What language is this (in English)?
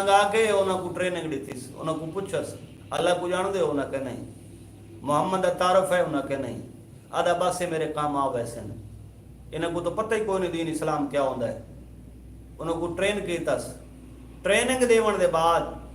Saraiki